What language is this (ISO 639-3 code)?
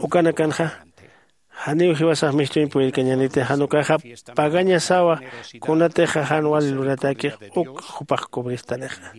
aym